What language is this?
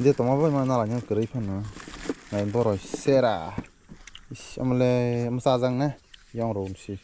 Kok Borok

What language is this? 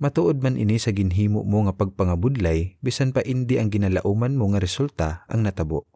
Hiligaynon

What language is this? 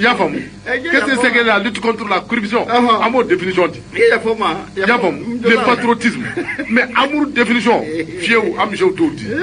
Bambara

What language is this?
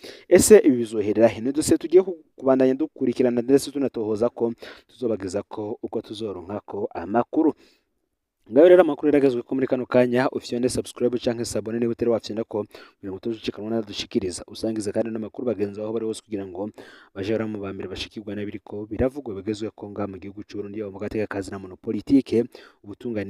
Rundi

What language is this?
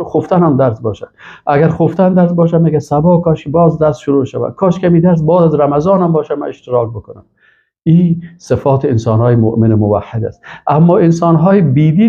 Persian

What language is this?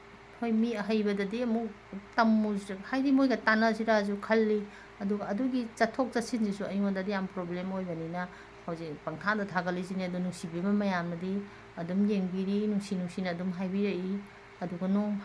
Manipuri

